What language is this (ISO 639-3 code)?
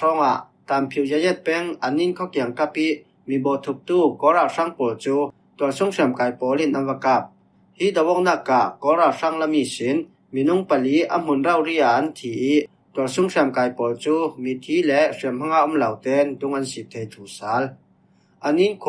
cfm